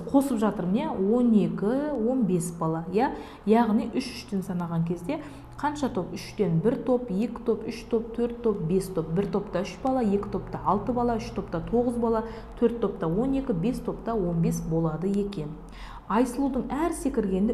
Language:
Kazakh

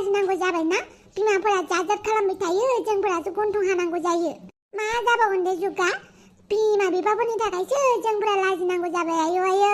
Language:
Bodo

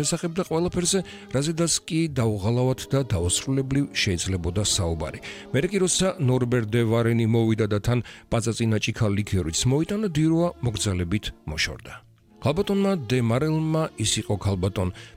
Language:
Georgian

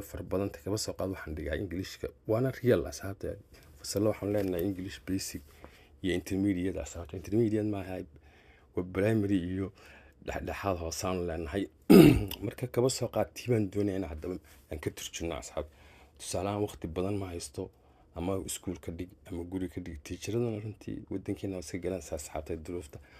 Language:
Somali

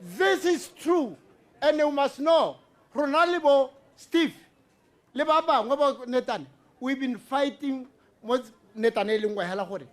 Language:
Tswana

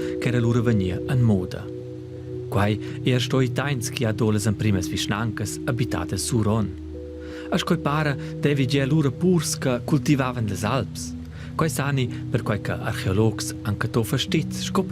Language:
Romansh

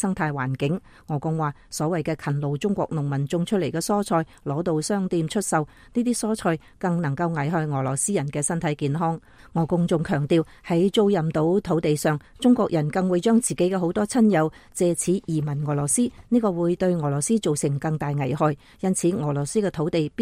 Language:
Cantonese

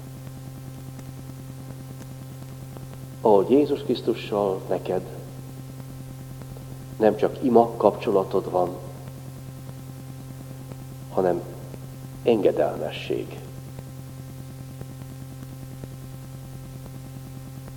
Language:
Hungarian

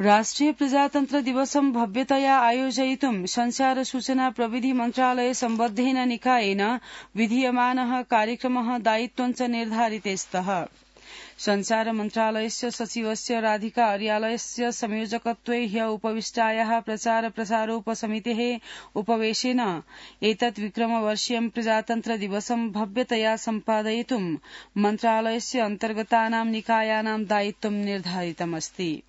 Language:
Sanskrit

